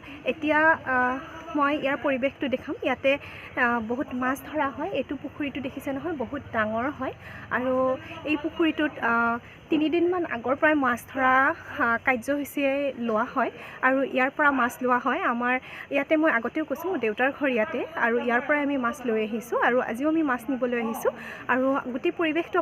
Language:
Assamese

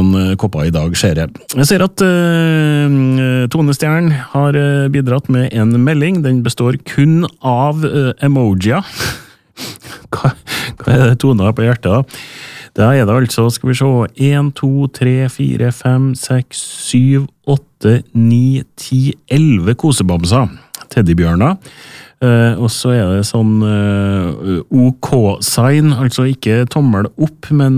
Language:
Norwegian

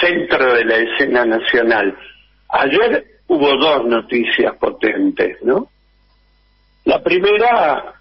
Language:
Spanish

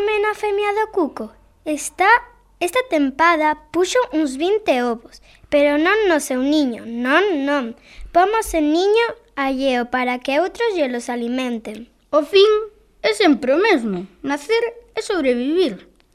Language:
Galician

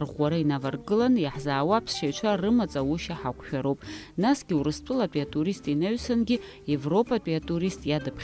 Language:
Abkhazian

